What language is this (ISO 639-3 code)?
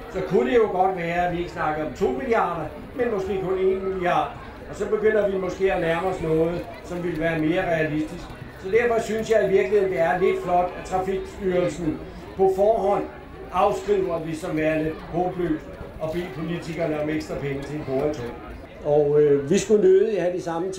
dan